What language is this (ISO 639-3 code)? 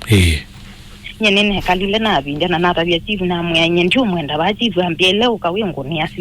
kam